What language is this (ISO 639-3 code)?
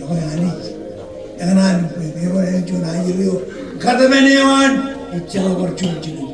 mah